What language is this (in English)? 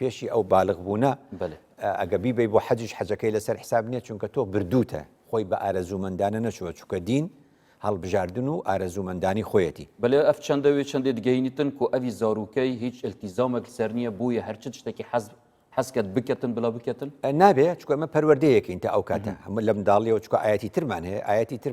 Central Kurdish